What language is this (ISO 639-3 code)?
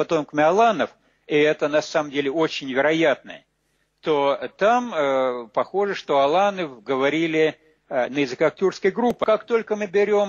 rus